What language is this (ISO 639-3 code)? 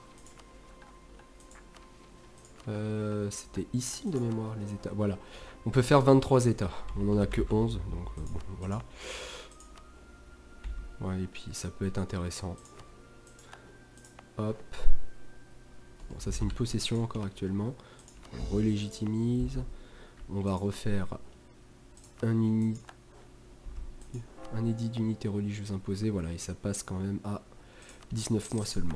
fra